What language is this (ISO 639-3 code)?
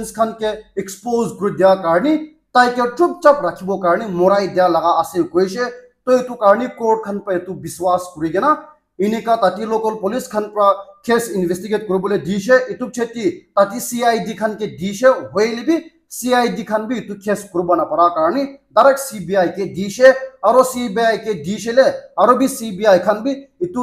nag